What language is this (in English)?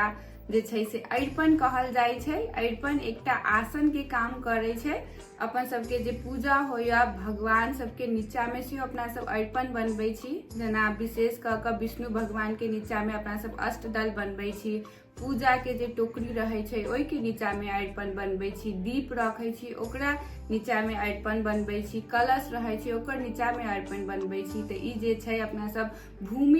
Maithili